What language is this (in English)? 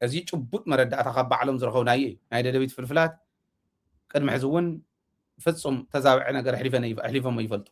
Tigrinya